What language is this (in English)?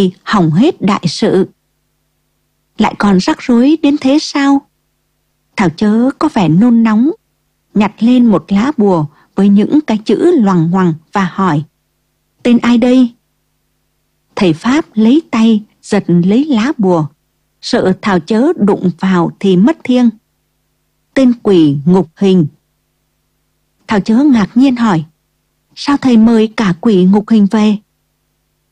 Vietnamese